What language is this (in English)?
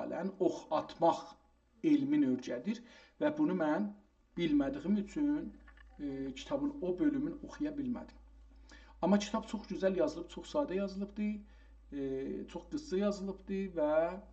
South Azerbaijani